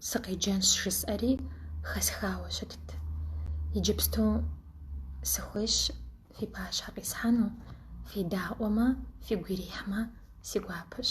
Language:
Kabardian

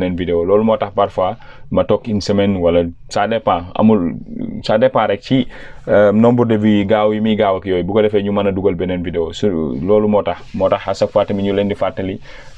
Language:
Wolof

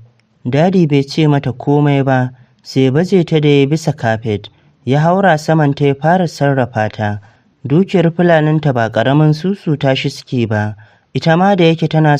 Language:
Hausa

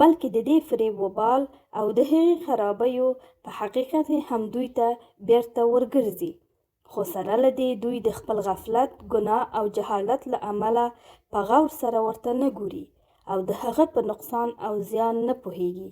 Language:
Pashto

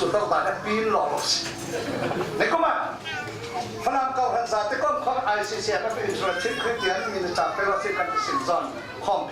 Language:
Falam Chin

